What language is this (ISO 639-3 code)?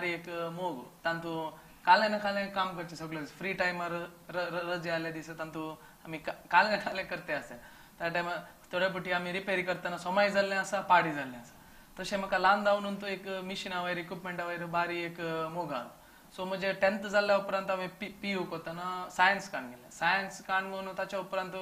kok